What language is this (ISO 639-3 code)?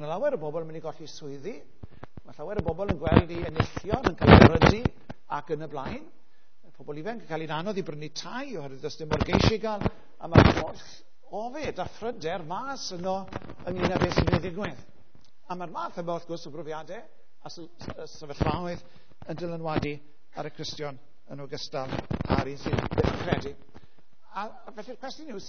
cym